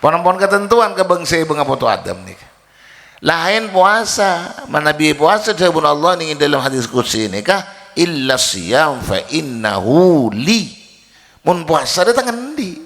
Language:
Madurese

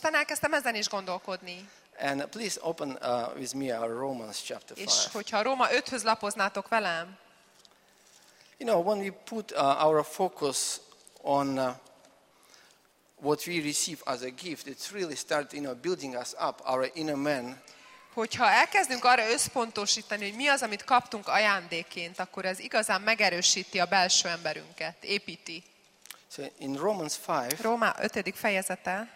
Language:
Hungarian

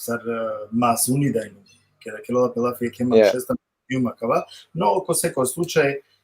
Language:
Balkan Romani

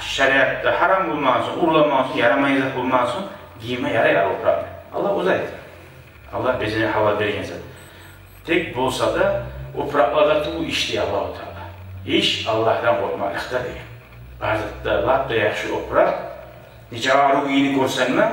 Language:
Kumyk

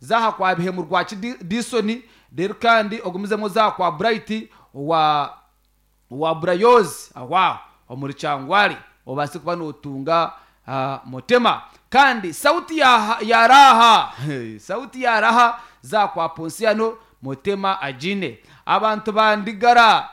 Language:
Nyankole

